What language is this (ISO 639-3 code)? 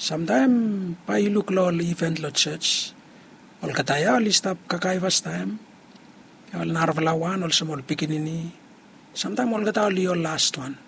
bis